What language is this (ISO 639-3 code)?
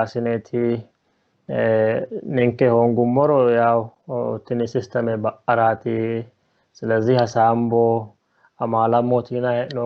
sid